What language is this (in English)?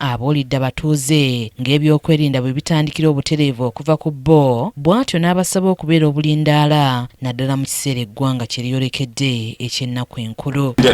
Ganda